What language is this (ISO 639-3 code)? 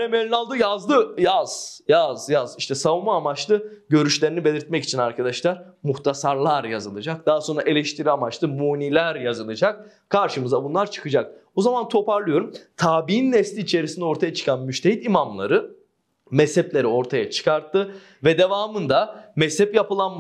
tur